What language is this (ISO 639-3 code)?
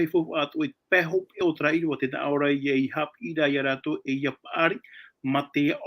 tah